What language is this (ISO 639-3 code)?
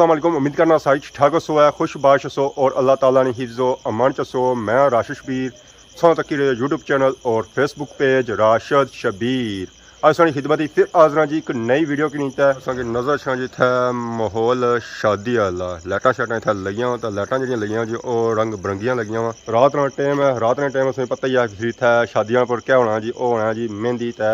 phr